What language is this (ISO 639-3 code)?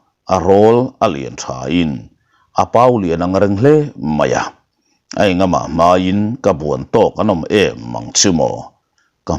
lus